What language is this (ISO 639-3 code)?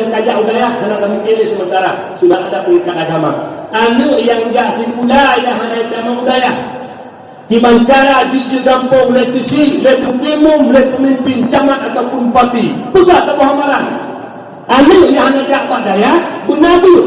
ace